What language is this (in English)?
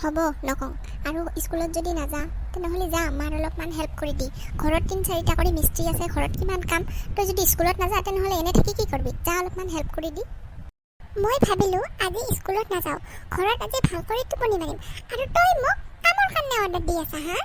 Assamese